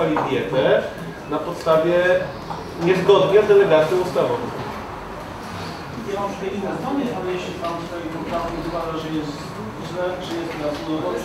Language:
Polish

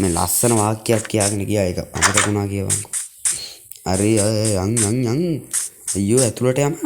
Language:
Sinhala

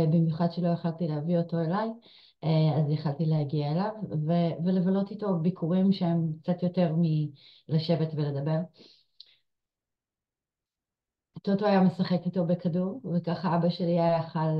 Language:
Hebrew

